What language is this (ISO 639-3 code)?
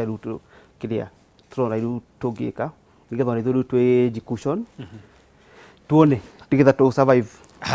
kik